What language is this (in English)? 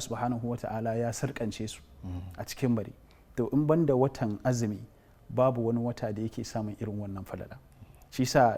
Hausa